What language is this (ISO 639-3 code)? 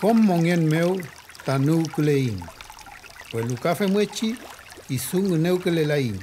arn